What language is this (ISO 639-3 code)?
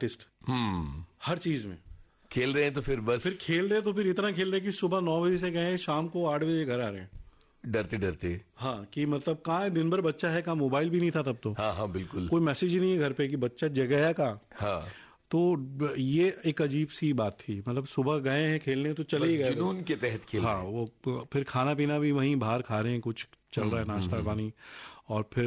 hin